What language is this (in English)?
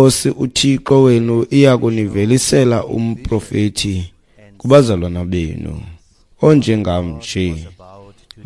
Xhosa